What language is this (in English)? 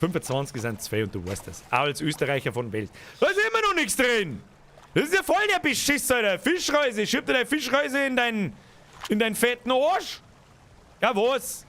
Bavarian